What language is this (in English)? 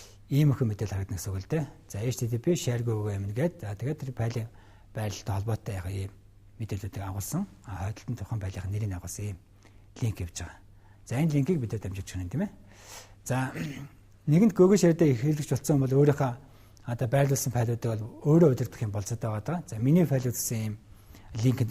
Mongolian